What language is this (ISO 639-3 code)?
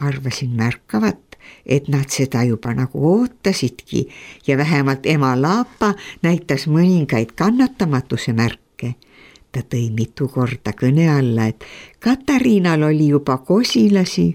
est